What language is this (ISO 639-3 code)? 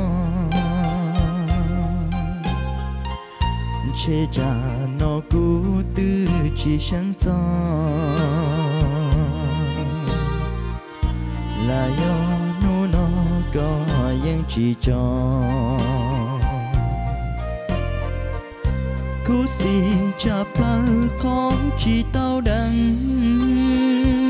vie